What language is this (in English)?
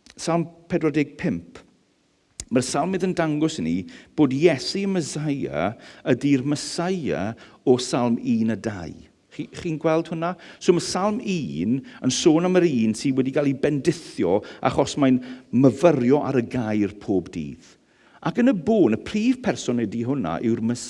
Welsh